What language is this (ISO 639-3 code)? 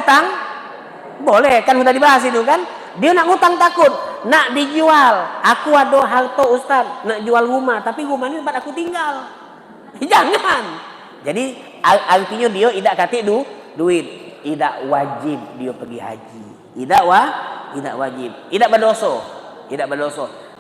mui